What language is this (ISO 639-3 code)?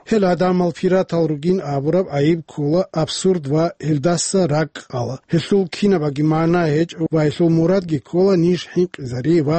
ava